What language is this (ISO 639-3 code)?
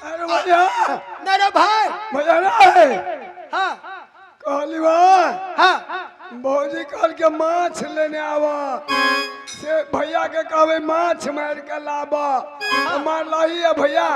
mai